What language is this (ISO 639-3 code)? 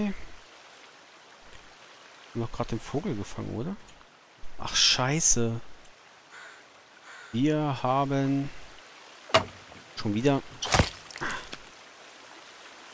deu